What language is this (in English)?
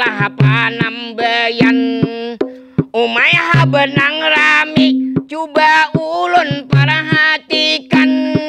Banjar